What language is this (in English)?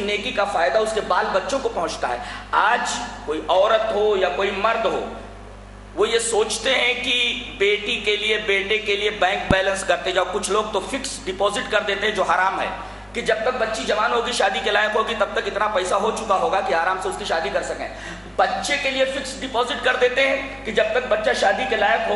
Urdu